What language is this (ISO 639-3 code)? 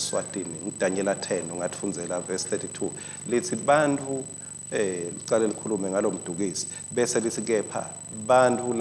ssw